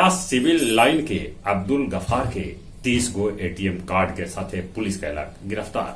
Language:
Magahi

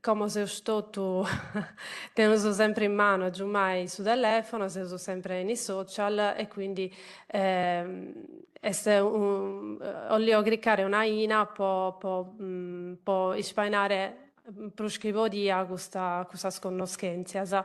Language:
Sardinian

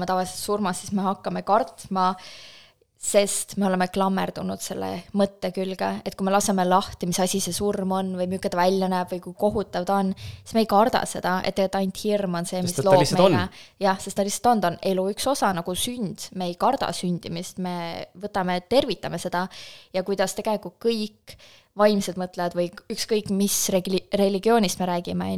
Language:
Estonian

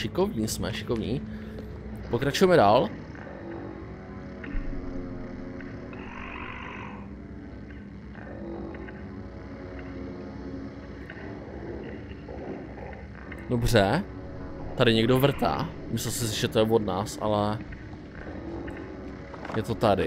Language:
Czech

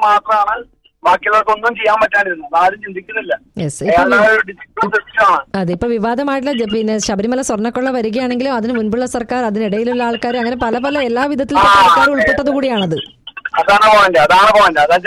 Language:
Malayalam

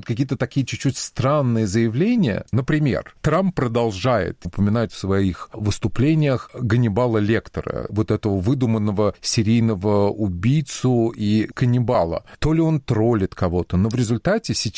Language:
Russian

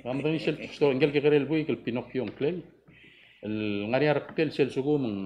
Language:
Palauan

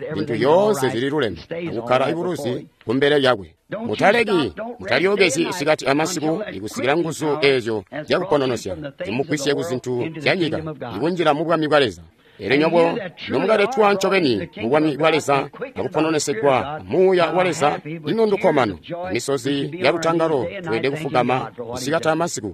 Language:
Tonga (Zambia)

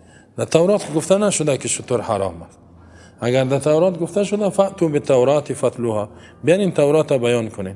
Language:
Persian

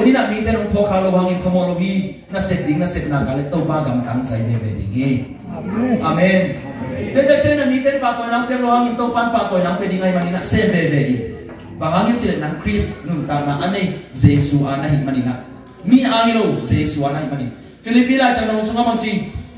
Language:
Tedim Chin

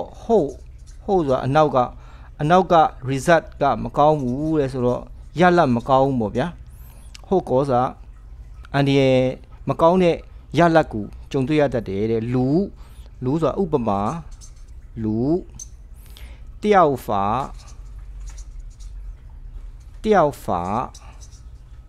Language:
Burmese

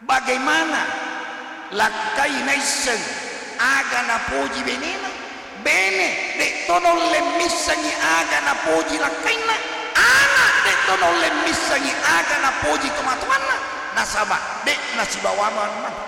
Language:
Buginese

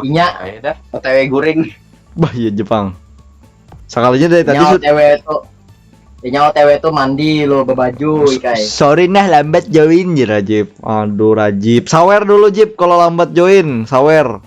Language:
Banjar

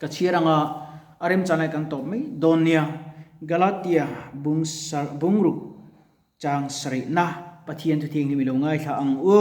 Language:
Mizo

